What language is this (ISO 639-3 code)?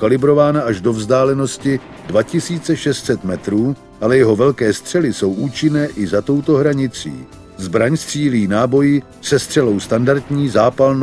ces